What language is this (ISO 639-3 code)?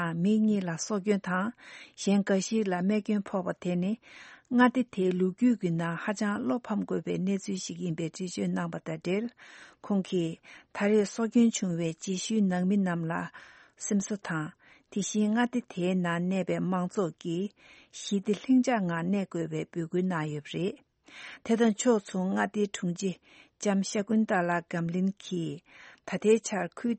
bod